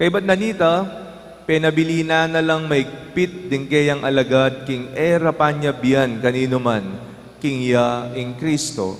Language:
Pampanga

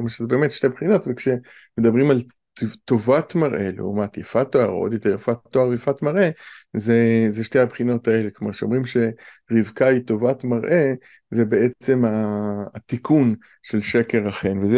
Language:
Hebrew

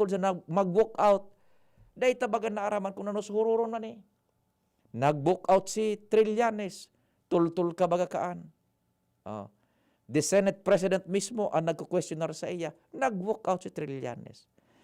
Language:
Bikol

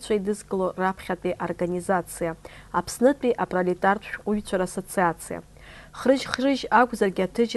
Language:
Abkhazian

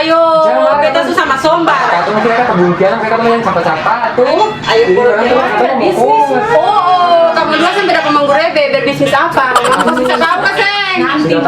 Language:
Ambonese Malay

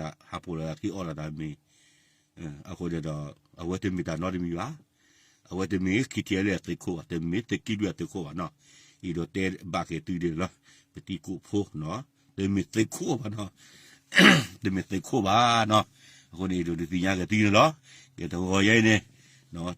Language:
S'gaw Karen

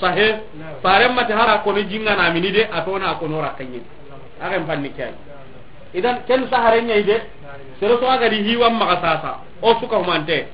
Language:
Soninke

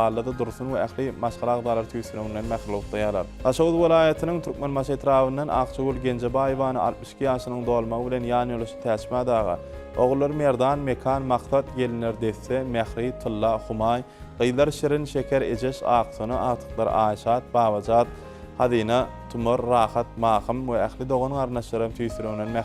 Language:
Turkmen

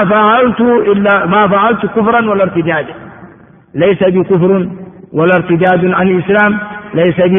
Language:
Arabic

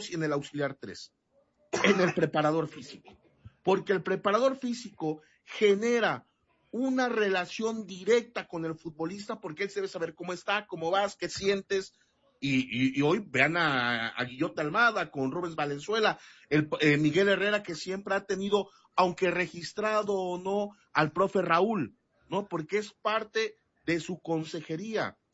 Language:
Spanish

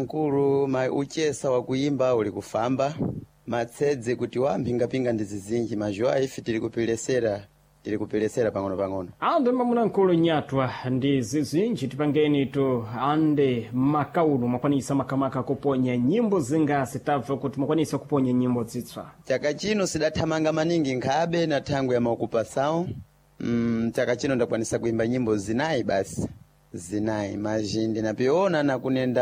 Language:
Sena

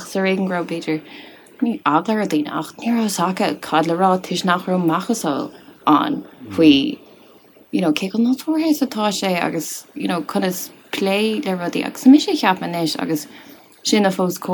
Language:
Irish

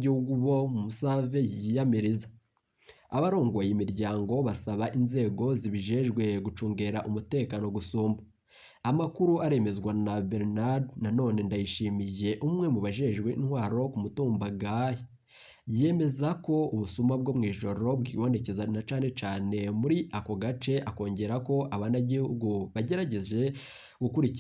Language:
Rundi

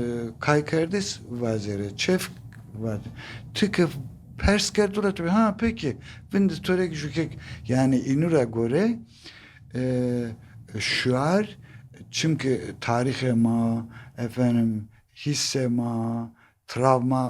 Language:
Zaza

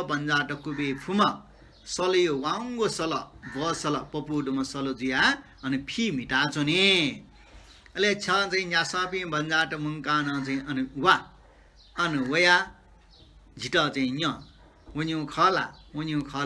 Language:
Newari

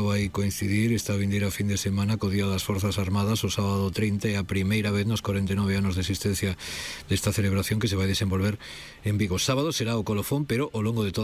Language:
Galician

